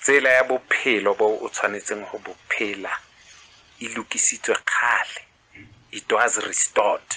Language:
Southern Sotho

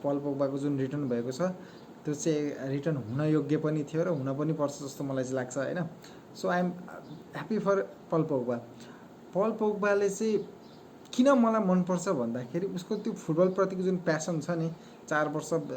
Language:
Nepali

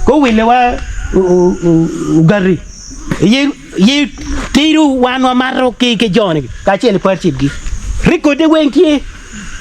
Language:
Acoli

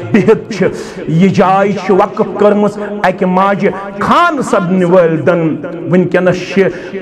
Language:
Kashmiri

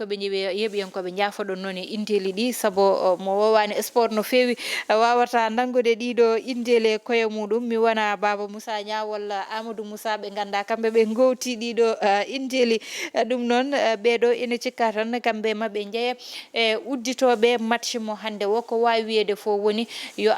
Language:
Fula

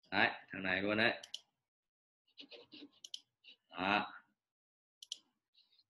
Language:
Vietnamese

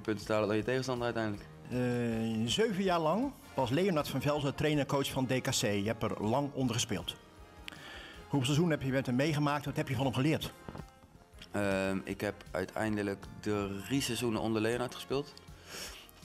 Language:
Dutch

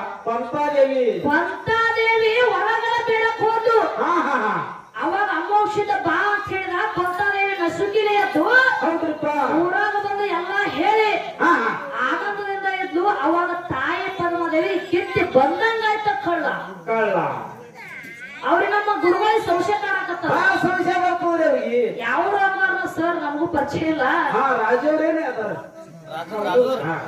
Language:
Kannada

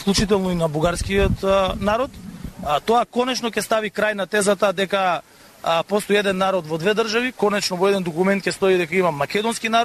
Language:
Macedonian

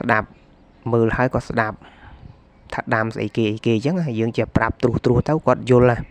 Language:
Khmer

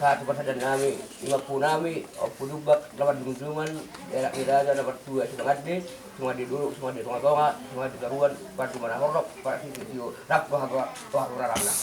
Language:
Batak Toba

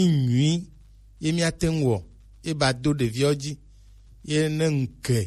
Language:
Gen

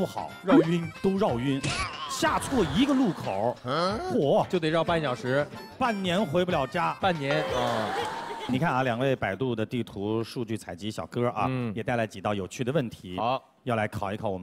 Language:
Chinese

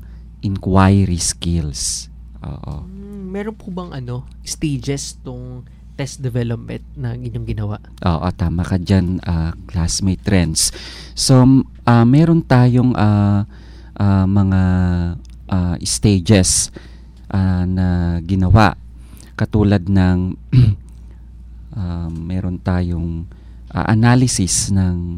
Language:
Filipino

